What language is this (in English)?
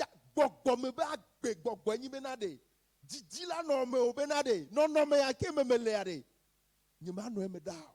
Ewe